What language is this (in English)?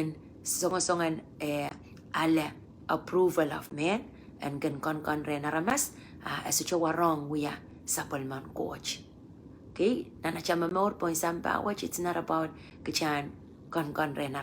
Pohnpeian